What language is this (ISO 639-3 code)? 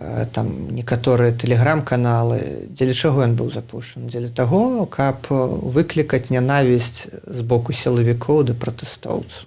bel